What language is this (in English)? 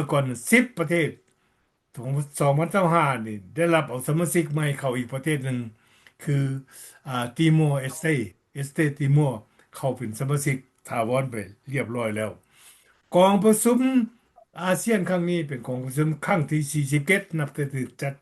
Lao